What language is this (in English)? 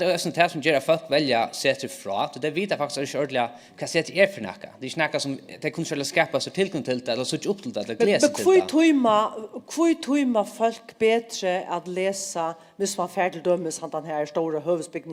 Faroese